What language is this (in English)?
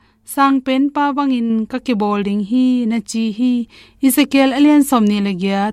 Tedim Chin